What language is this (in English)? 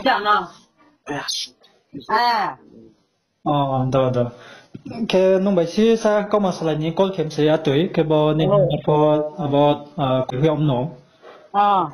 Riang (India)